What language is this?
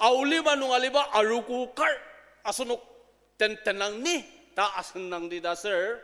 Ao Naga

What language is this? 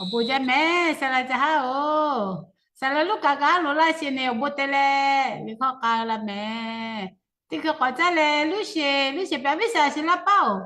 Lahu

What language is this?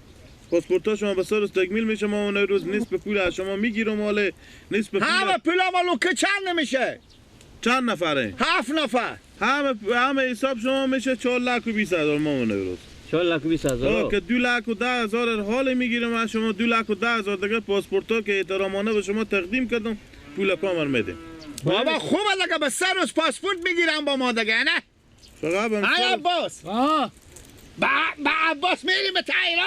Persian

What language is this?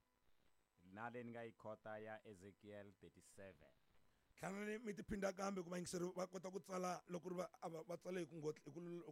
Tsonga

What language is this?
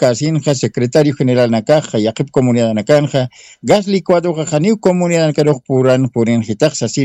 Aymara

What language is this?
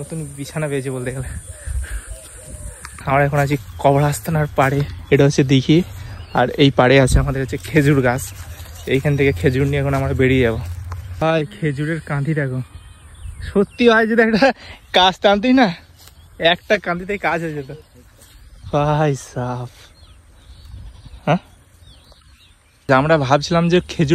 Bangla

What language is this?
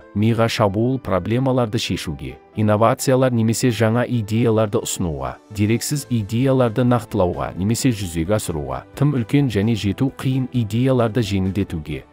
Kazakh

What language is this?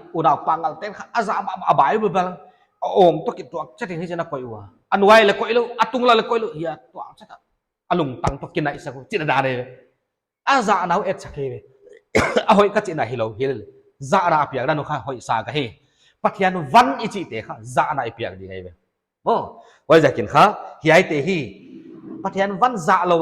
Paite Chin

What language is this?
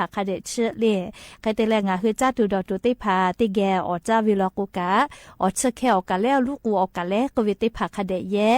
Lahu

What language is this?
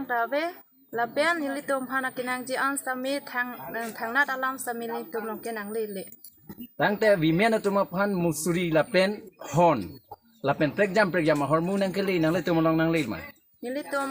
Karbi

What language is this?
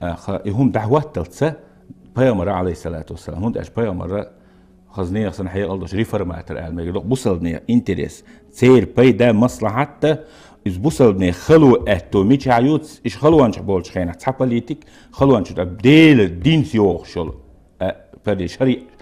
Chechen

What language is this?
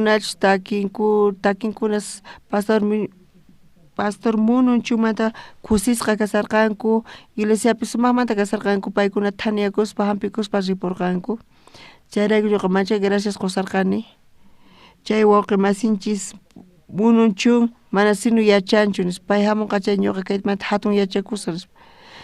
South Bolivian Quechua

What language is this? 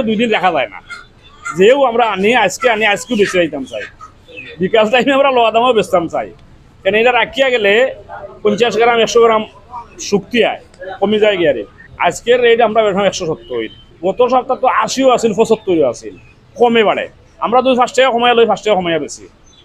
Sylheti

